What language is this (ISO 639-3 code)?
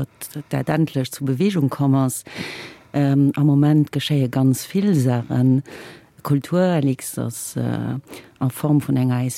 ltz